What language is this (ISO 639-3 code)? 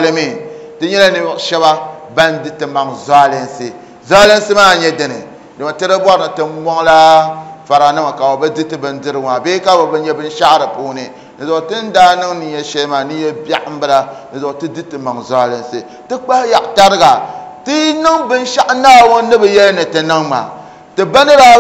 dag